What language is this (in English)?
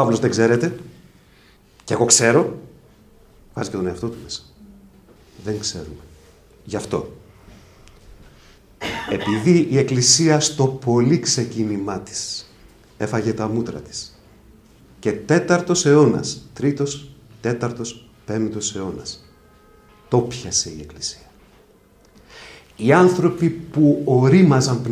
Greek